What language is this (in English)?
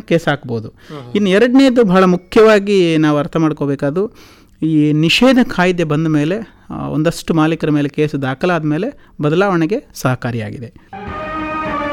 Kannada